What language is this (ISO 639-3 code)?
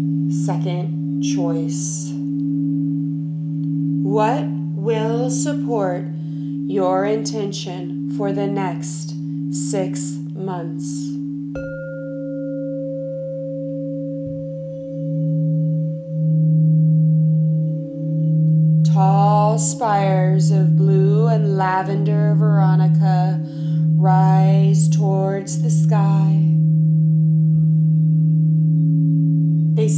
eng